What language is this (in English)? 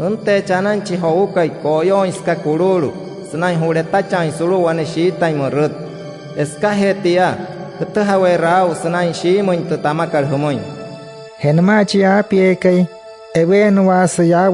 Wayuu